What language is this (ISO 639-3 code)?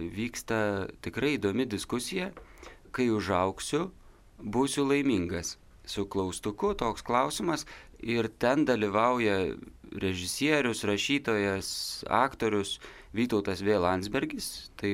lit